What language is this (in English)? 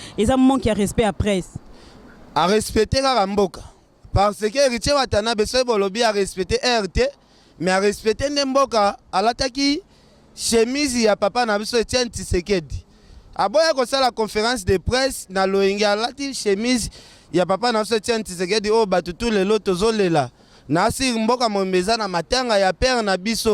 Lingala